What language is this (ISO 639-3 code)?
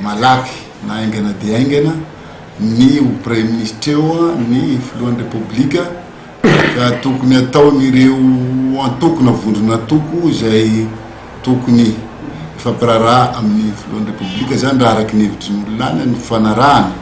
mlg